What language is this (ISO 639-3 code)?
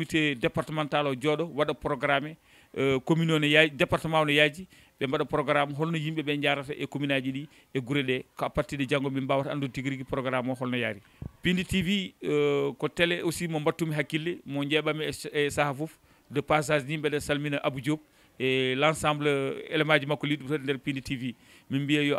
ful